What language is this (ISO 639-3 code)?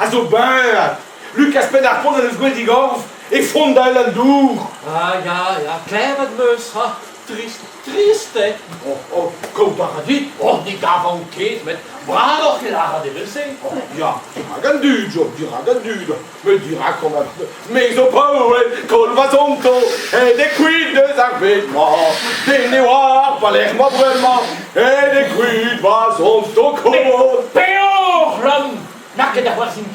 bre